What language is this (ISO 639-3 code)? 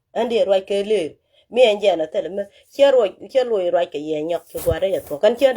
nus